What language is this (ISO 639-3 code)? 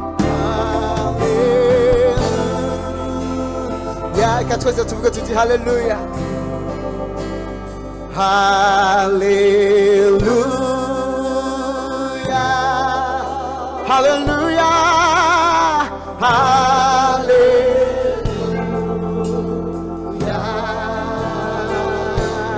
kin